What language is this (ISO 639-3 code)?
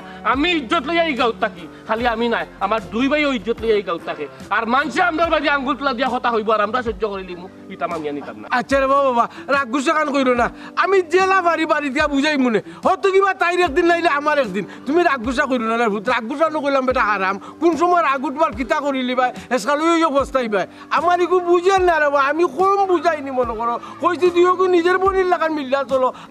syl